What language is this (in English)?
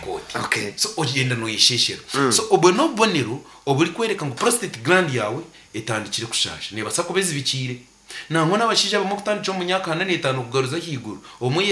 Nyankole